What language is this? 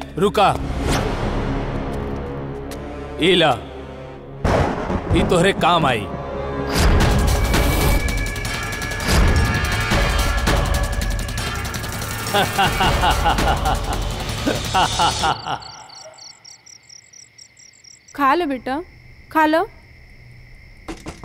Bhojpuri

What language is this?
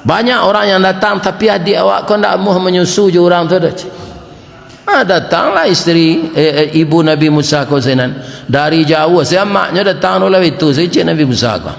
Minangkabau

